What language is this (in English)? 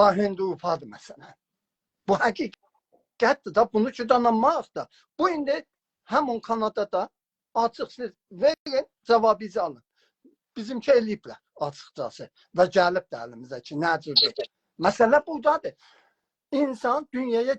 South Azerbaijani